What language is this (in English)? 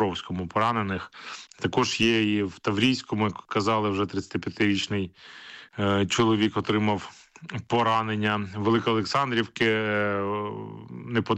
Ukrainian